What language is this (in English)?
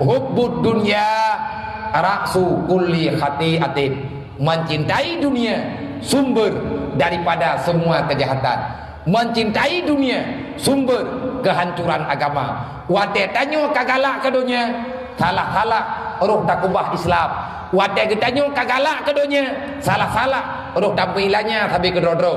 Achinese